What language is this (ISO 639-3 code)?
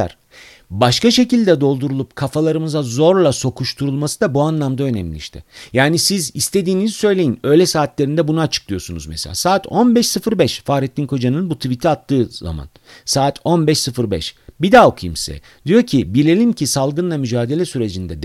tur